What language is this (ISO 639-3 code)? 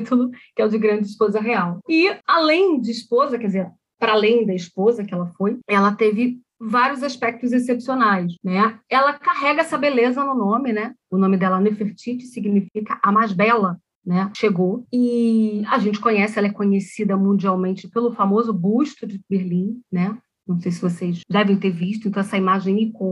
por